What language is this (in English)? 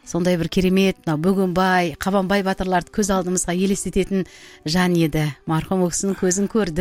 Kazakh